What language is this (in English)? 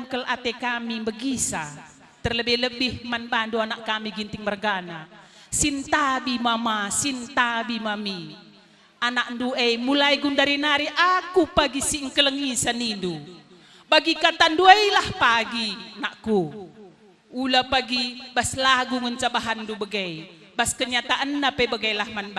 Batak Karo